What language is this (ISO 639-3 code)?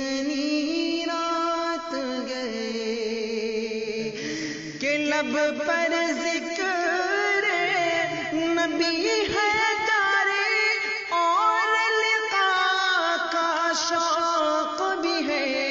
urd